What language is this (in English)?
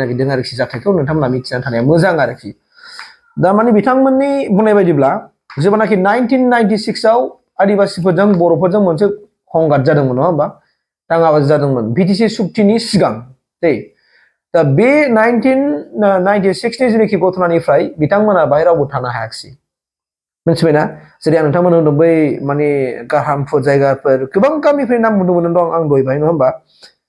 Bodo